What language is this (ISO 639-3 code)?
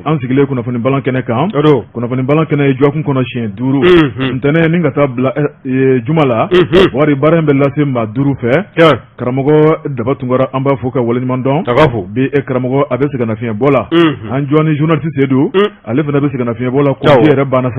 bam